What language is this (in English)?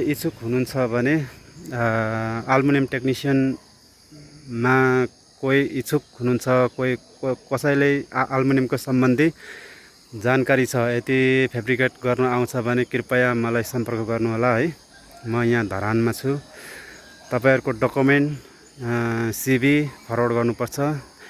Nepali